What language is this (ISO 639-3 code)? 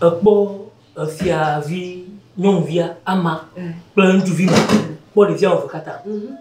ewe